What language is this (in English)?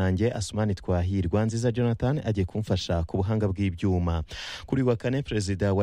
Kinyarwanda